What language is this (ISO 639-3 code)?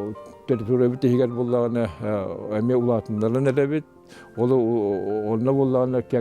sah